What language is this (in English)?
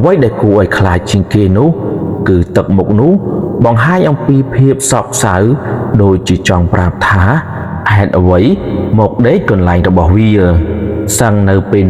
Khmer